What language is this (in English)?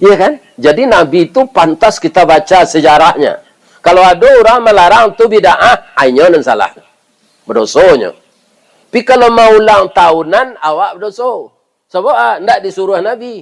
Minangkabau